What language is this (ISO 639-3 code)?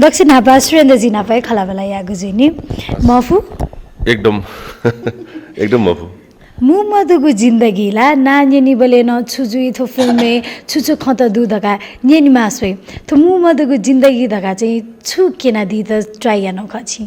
new